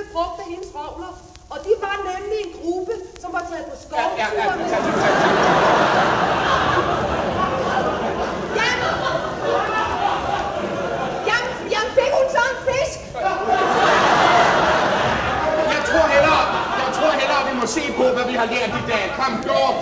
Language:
Danish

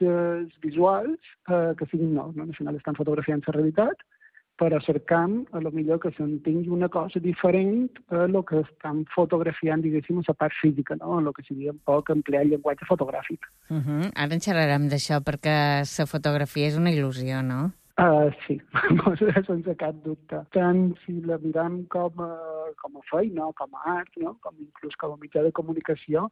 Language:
Catalan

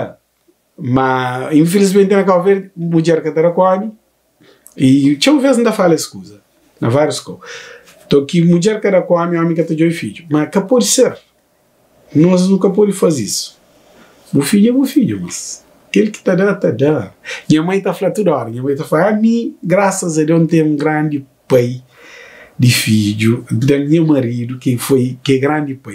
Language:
Kabuverdianu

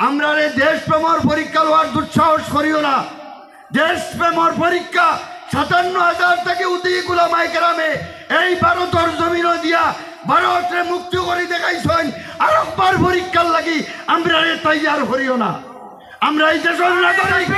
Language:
Sylheti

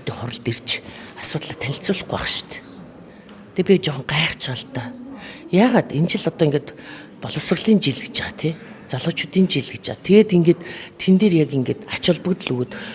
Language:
Mongolian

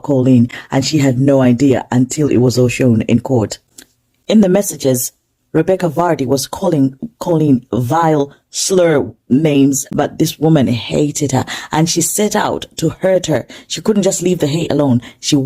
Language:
English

